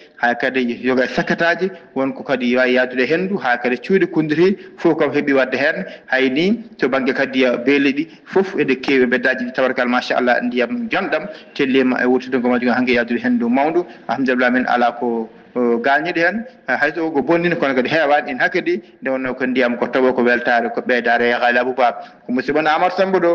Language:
Fula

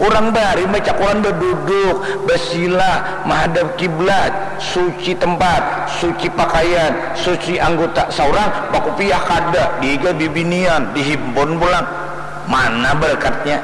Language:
Banjar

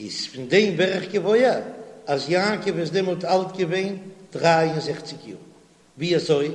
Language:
Yiddish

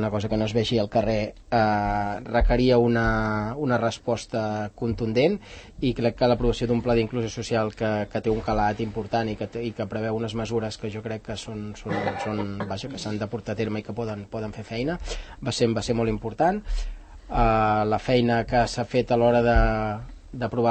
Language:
Catalan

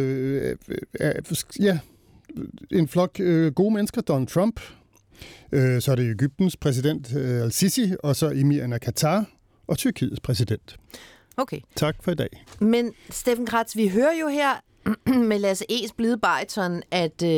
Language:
Danish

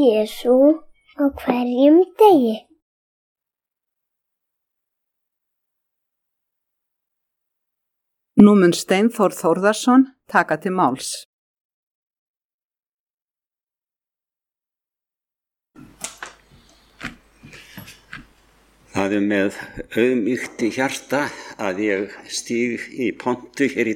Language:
Icelandic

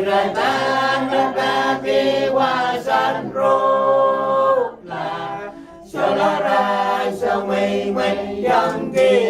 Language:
Pohnpeian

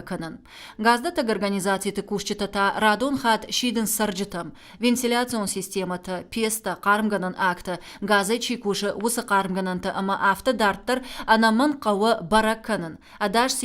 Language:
Ossetic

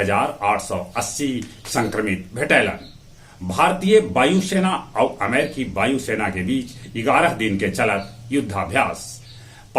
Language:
Magahi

